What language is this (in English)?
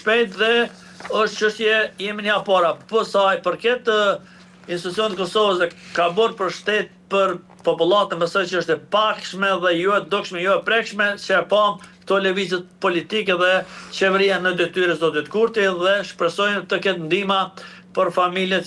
Albanian